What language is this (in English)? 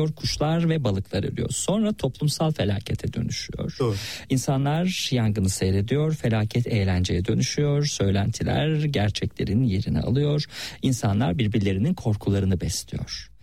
Turkish